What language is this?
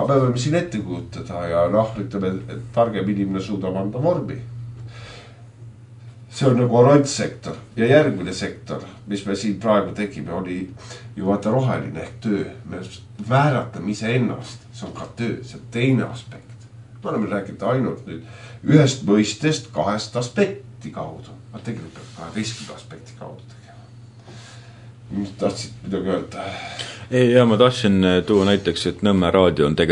Estonian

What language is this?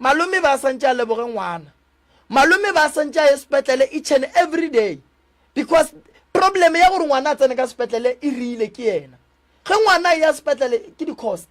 Northern Sotho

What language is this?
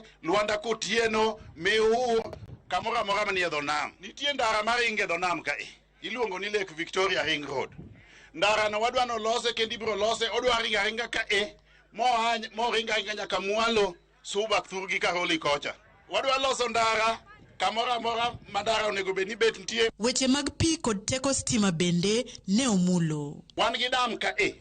Luo (Kenya and Tanzania)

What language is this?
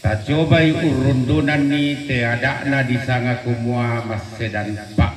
Toraja-Sa'dan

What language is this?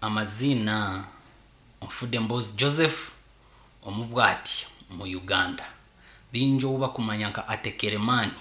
Nyankole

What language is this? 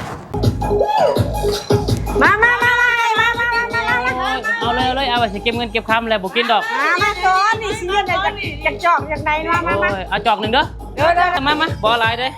Lao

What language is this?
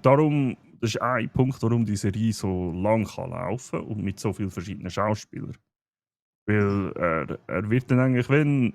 Swiss German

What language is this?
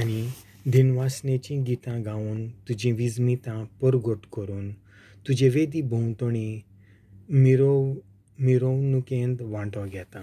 Konkani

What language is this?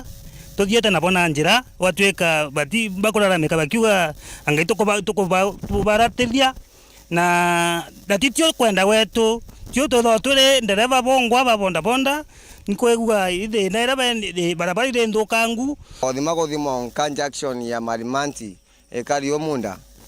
Meru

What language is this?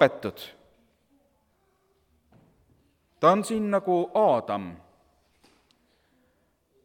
Estonian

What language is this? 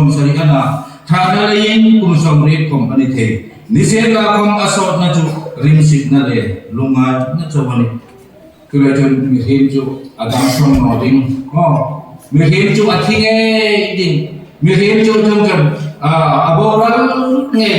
Hmar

